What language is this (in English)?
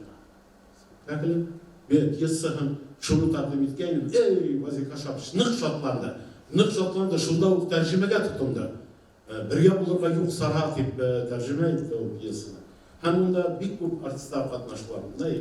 Bashkir